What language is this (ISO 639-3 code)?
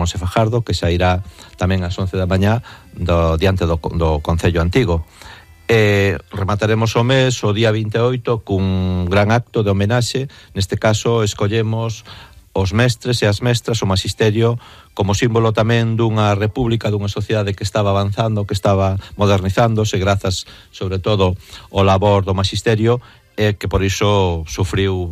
glg